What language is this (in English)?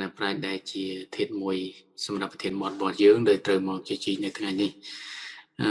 Khmer